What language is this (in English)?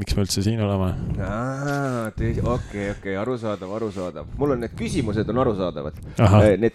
Estonian